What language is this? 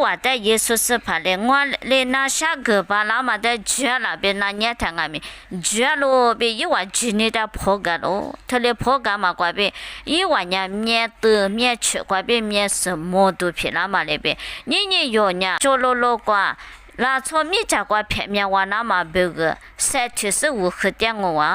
Lisu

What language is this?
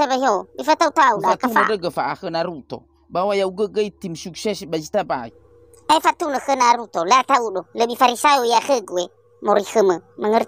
Nias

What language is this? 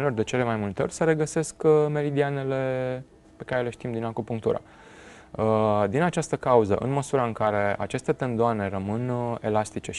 Romanian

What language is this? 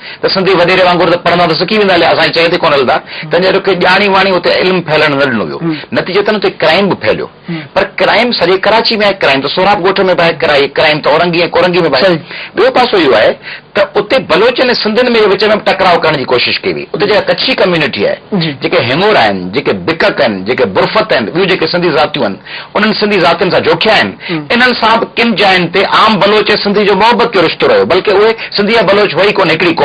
Sindhi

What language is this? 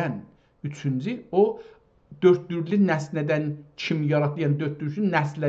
South Azerbaijani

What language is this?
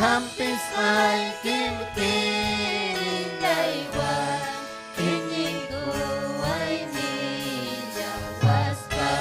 Ayacucho Quechua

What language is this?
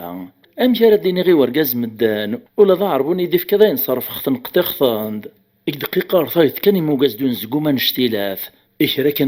Kabyle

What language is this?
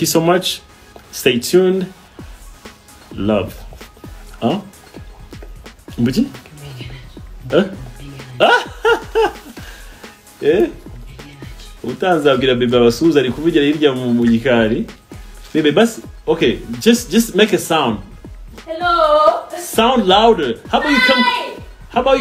Kinyarwanda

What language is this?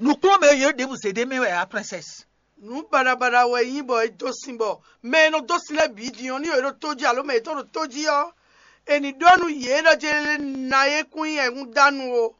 Fon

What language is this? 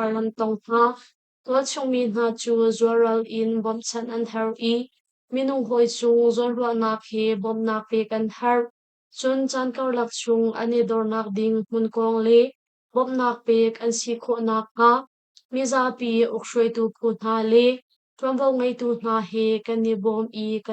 Hakha Chin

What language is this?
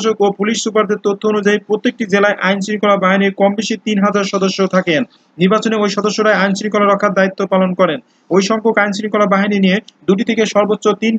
Bangla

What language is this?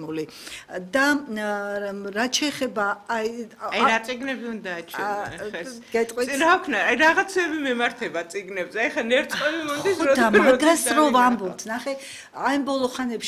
Georgian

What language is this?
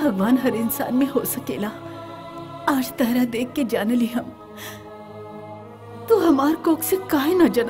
Bhojpuri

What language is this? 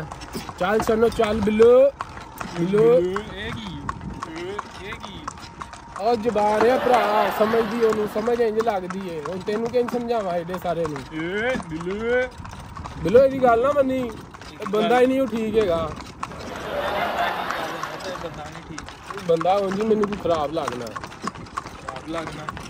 Punjabi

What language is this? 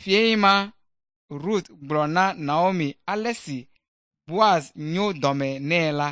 Ewe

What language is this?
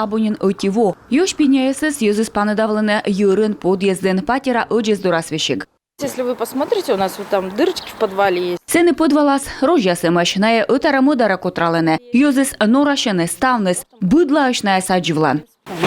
Komi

